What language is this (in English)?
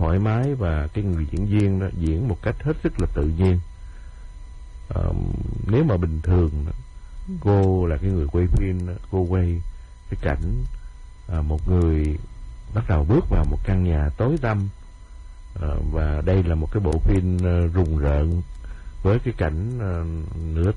Vietnamese